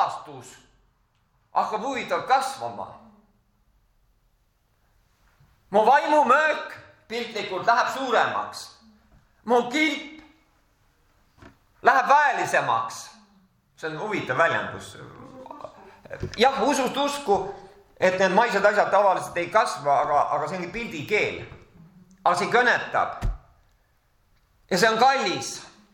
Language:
Estonian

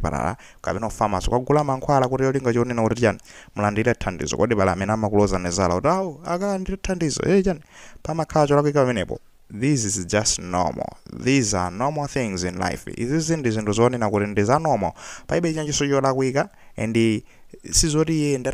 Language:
Nyanja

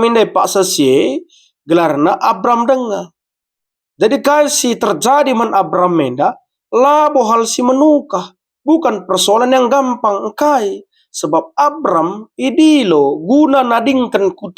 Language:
Batak Karo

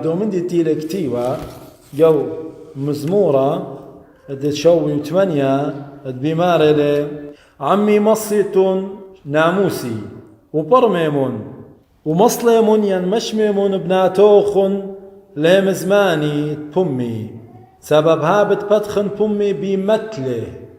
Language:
Assyrian Neo-Aramaic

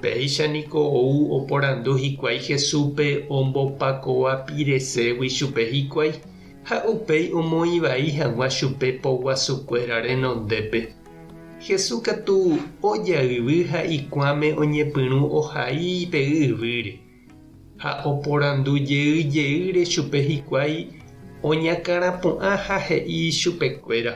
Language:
Guarani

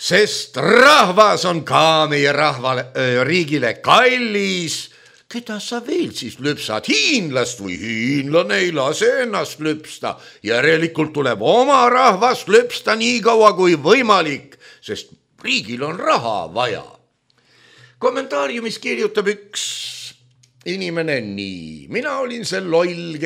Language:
Estonian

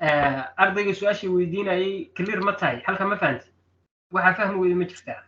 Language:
Somali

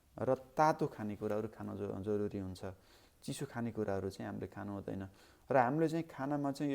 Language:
Nepali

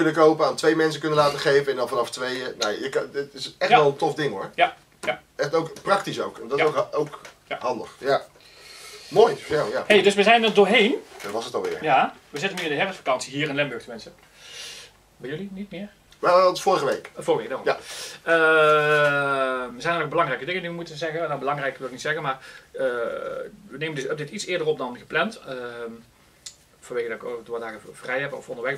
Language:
Dutch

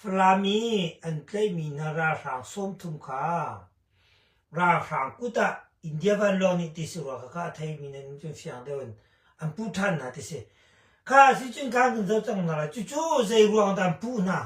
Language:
Hakha Chin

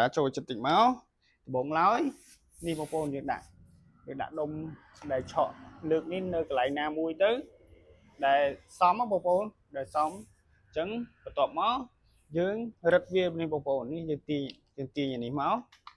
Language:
Khmer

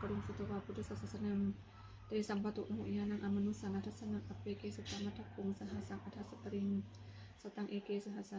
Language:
Pali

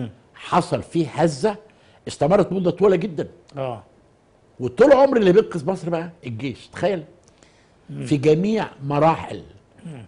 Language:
Egyptian Arabic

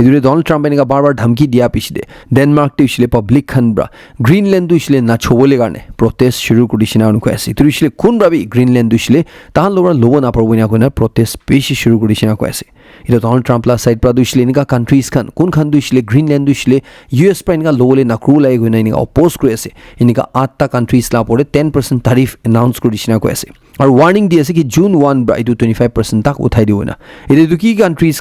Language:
Naga Pidgin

